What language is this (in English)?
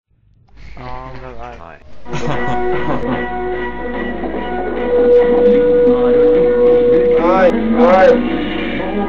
Swedish